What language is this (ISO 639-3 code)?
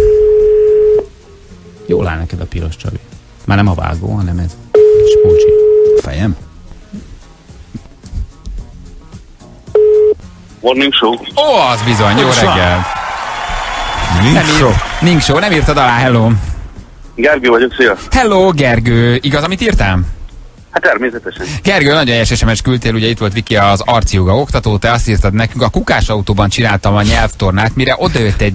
hun